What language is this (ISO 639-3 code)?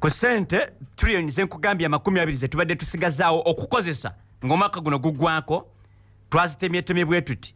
lug